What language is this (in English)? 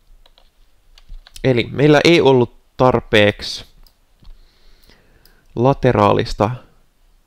Finnish